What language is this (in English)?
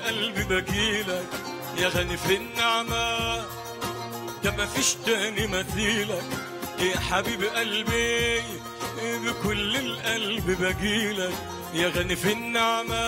Egyptian Arabic